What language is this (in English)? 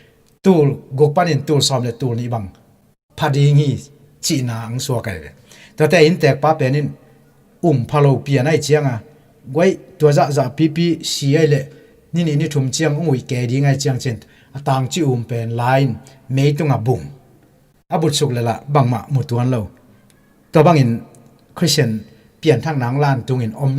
Tedim Chin